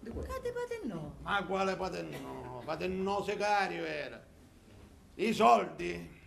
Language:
Sicilian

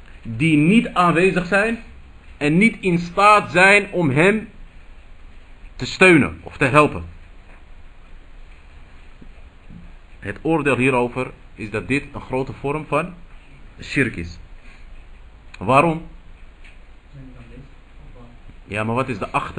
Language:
Dutch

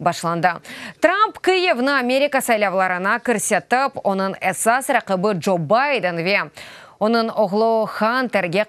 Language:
Crimean Tatar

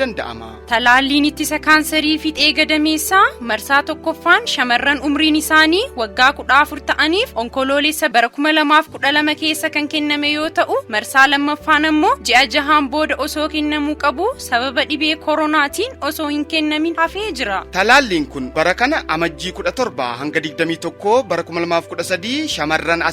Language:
Oromo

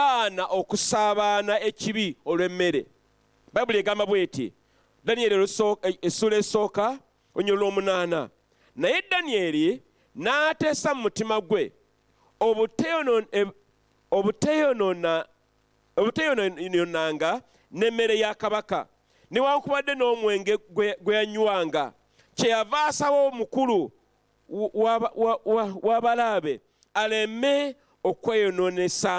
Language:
Ganda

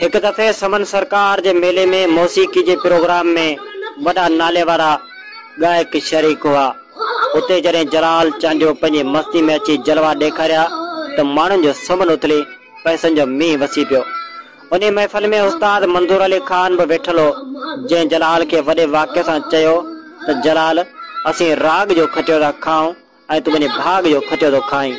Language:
Sindhi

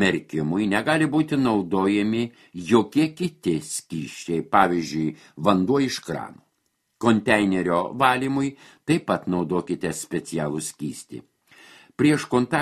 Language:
Lithuanian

